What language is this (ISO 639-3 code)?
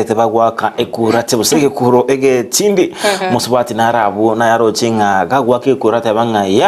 guz